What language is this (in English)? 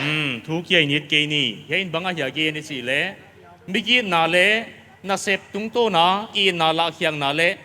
Paite Chin